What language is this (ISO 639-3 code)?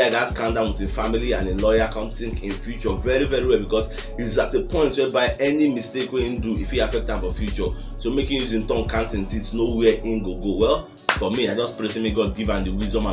pcm